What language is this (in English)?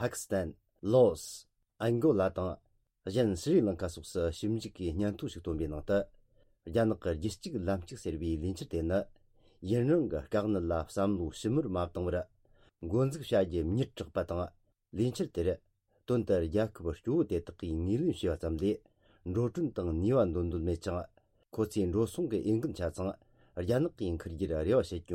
Tibetan